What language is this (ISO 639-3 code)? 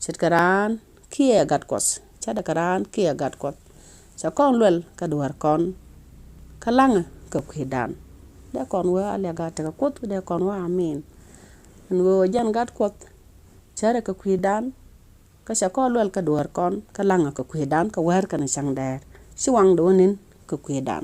nus